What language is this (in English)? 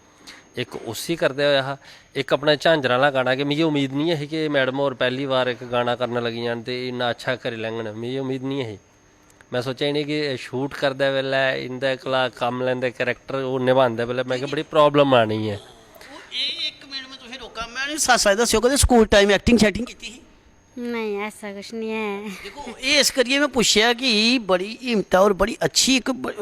Dogri